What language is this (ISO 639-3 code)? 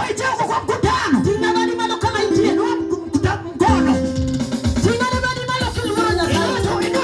luo